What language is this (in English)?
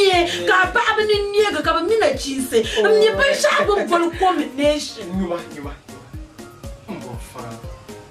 Dagbani